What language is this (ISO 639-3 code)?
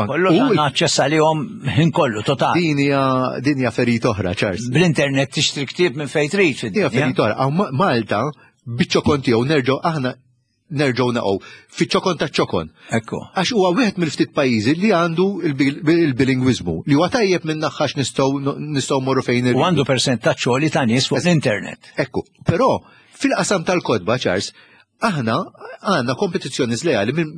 mlt